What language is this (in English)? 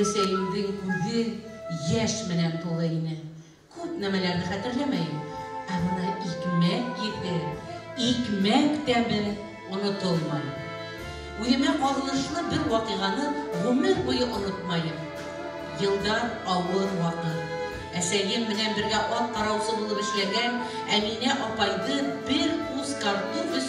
Bashkir